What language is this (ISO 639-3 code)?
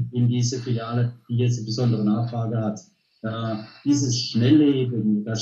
deu